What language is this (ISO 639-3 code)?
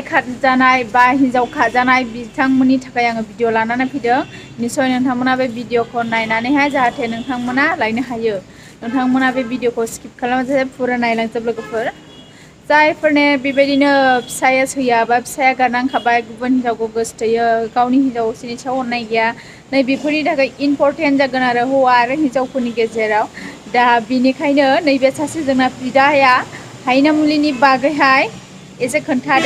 brx